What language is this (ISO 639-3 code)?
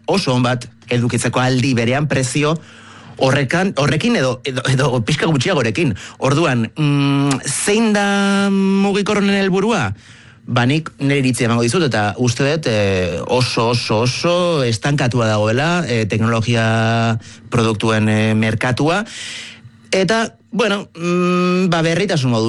eus